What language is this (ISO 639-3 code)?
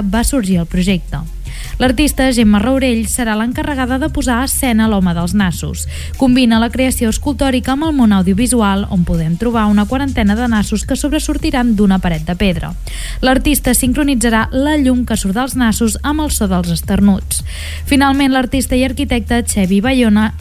cat